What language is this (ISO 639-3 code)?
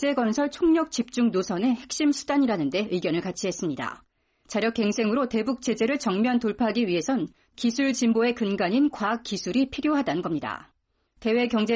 kor